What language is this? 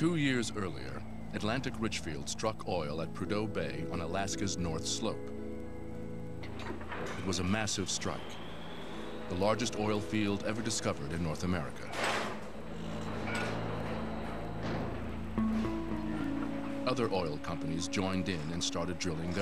English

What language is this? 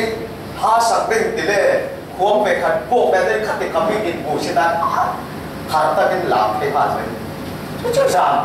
Falam Chin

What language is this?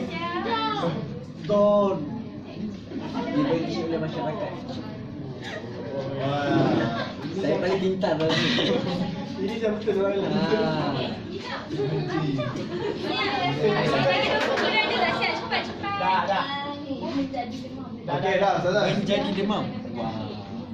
Malay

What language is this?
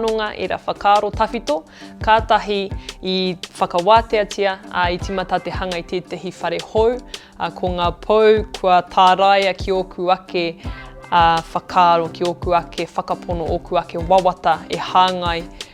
Māori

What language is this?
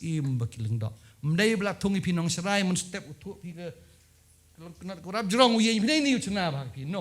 Khasi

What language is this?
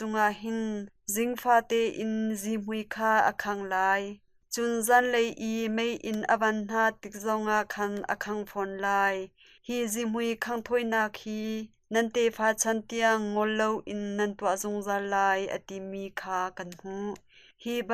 Hakha Chin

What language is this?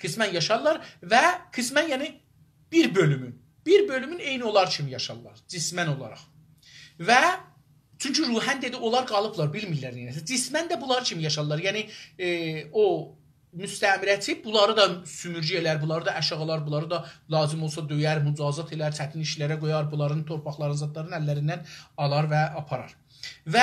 South Azerbaijani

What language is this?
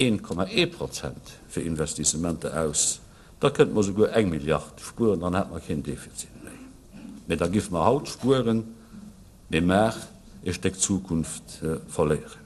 Luxembourgish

